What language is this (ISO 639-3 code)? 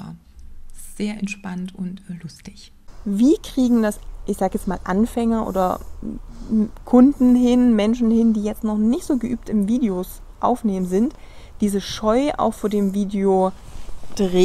deu